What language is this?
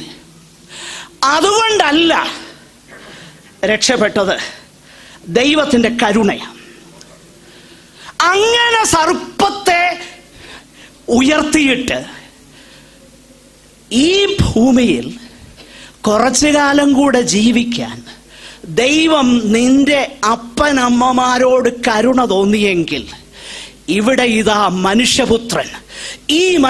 Malayalam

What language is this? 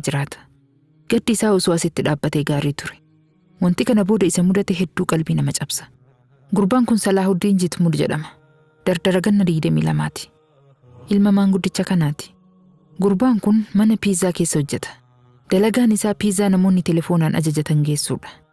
Oromo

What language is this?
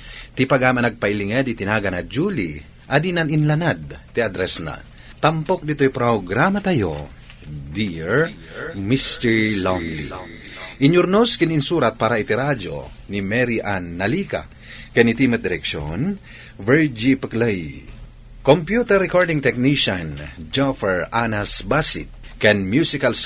Iloko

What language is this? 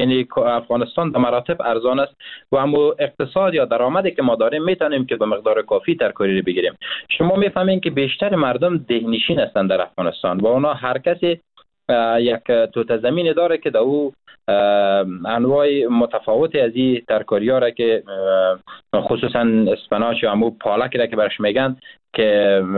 Persian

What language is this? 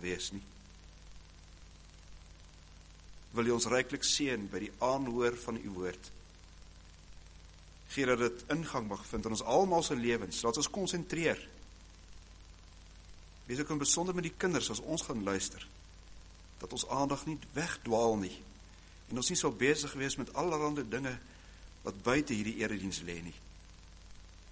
Afrikaans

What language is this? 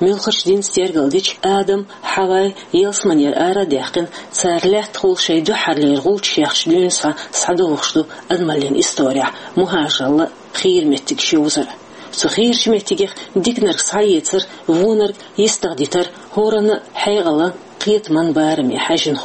Chechen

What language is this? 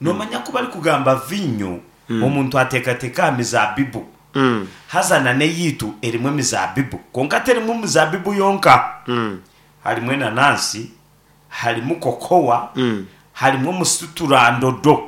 Nyankole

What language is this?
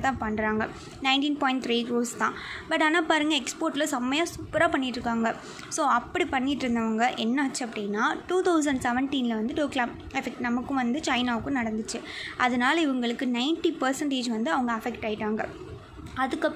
Tamil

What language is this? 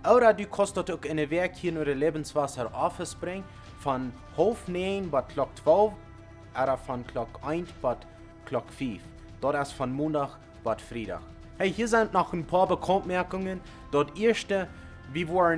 Plautdietsch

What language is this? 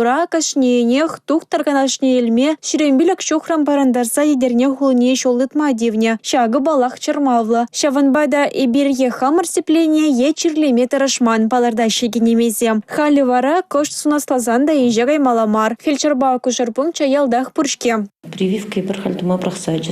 Chuvash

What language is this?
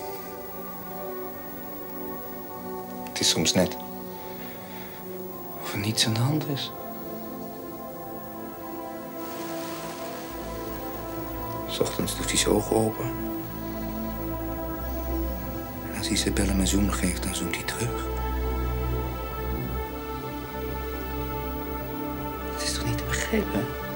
Dutch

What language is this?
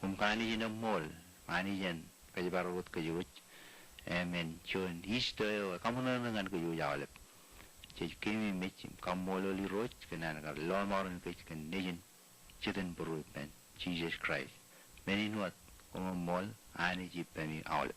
Marshallese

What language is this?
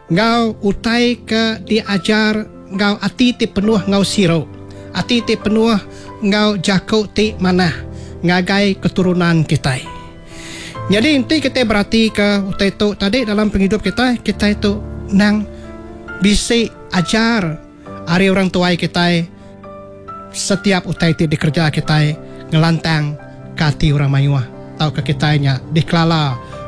Iban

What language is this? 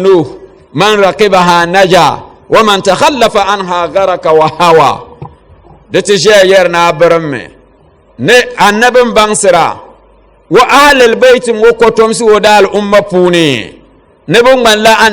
Dagbani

